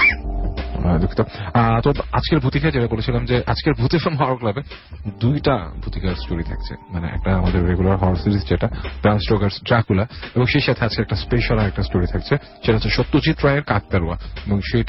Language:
Bangla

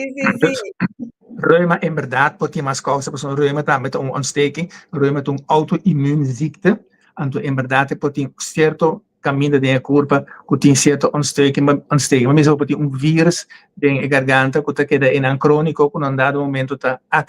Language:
Papiamento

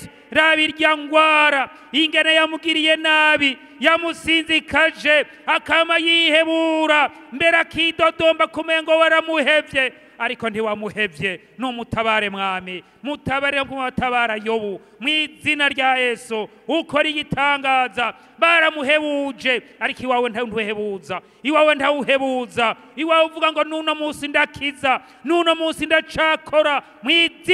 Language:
Rundi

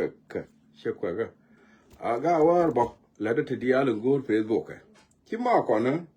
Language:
Nuer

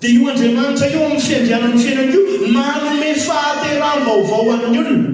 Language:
Malagasy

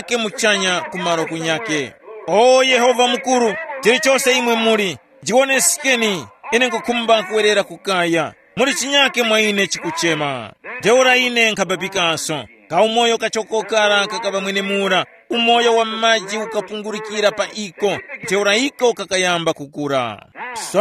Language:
Tumbuka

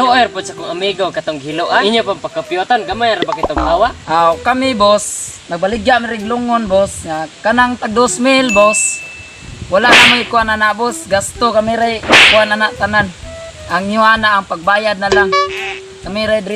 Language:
Cebuano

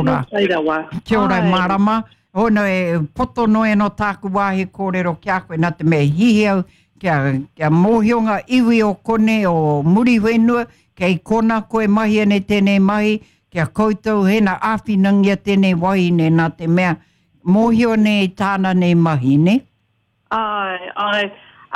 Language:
Māori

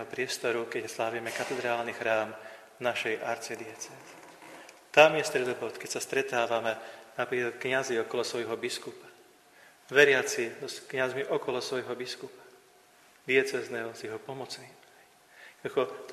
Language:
Slovak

